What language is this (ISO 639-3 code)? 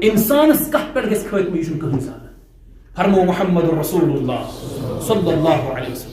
kas